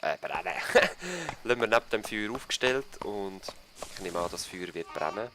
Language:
Swiss German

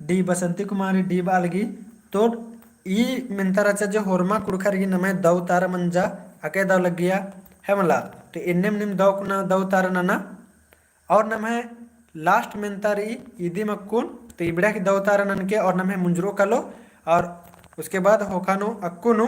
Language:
Kurukh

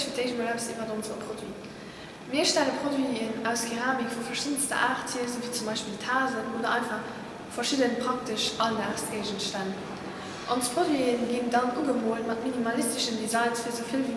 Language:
Luxembourgish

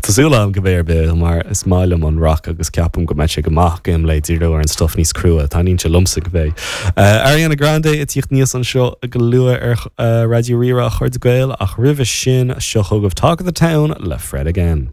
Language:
Irish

